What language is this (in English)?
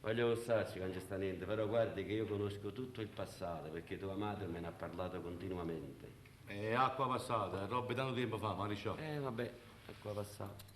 Neapolitan